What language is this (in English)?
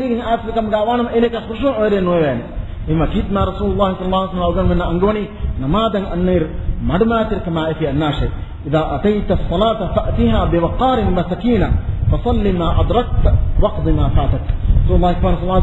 Divehi